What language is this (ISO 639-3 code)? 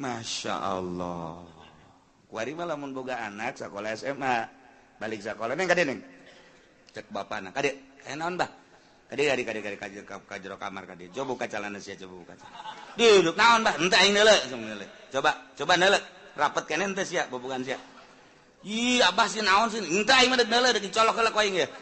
sun